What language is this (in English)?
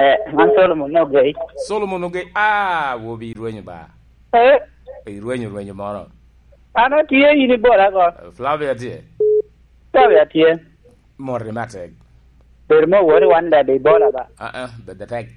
Lango (Uganda)